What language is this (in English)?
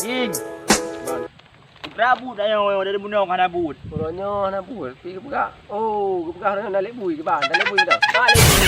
Achinese